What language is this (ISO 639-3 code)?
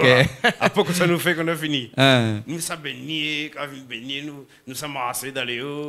rcf